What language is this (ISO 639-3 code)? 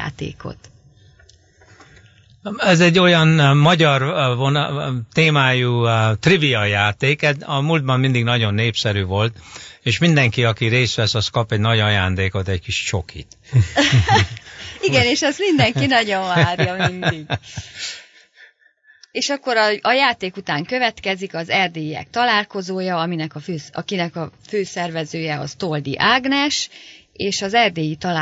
hun